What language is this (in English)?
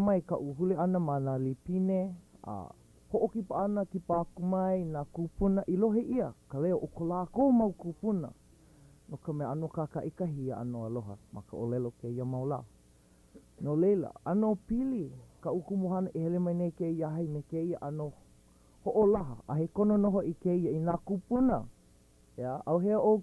Hawaiian